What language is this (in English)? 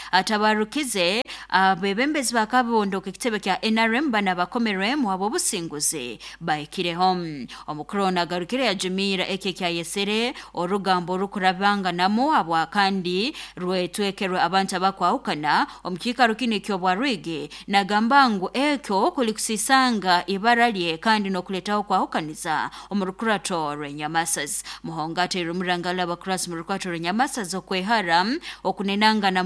Nyoro